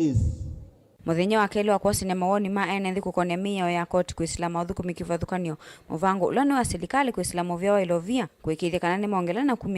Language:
Kamba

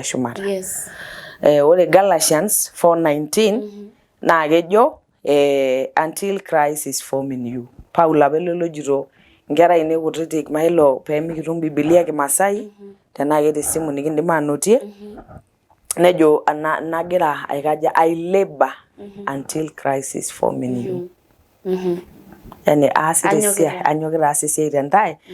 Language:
Masai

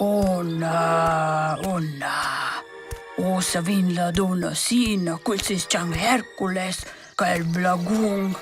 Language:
Romansh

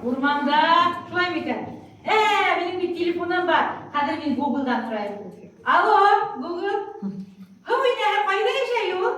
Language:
Bashkir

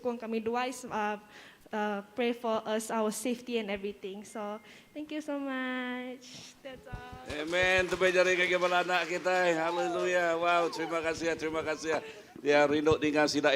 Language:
Iban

